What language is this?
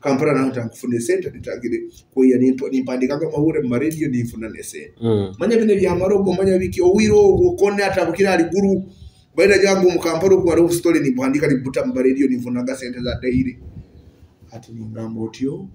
Nyoro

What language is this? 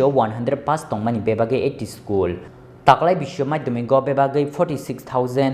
Kok Borok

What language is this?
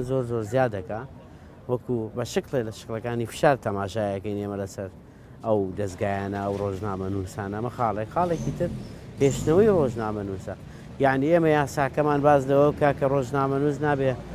Central Kurdish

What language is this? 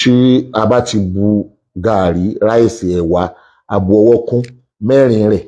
Yoruba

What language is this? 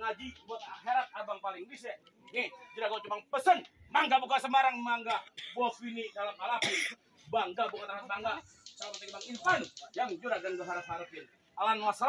Betawi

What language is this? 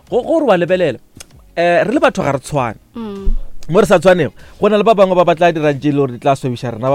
Northern Sotho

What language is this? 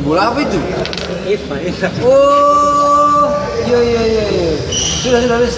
Ambonese Malay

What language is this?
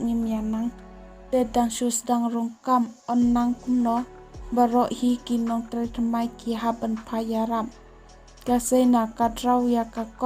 Khasi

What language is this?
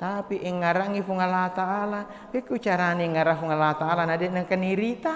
Buginese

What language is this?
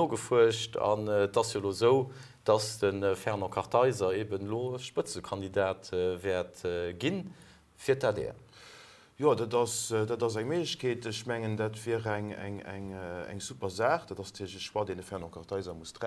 Luxembourgish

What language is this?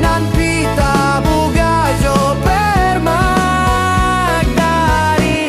Minangkabau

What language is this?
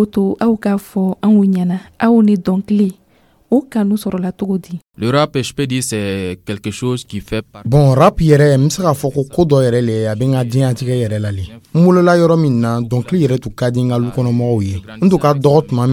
Dyula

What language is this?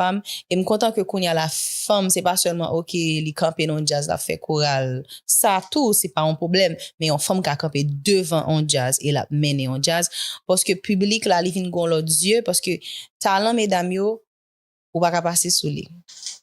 Haitian Creole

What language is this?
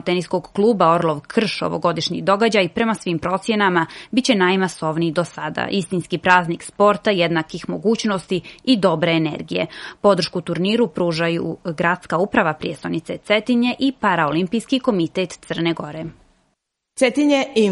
Serbian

